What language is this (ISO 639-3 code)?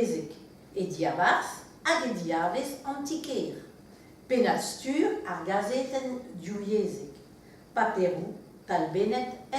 bre